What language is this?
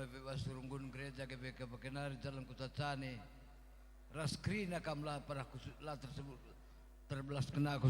Batak Karo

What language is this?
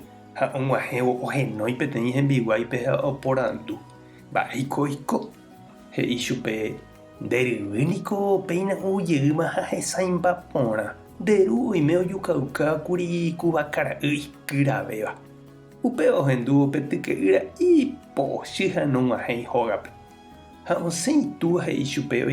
Guarani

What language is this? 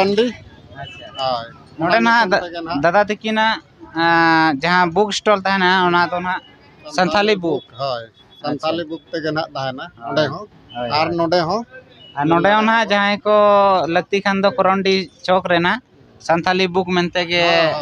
Santali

